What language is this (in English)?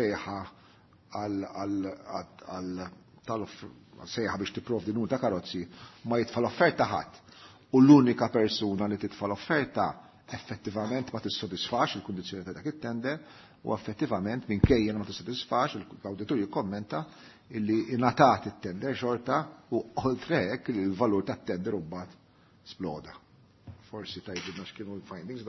Maltese